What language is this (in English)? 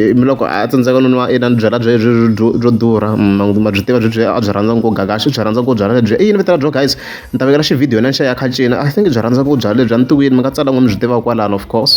Tsonga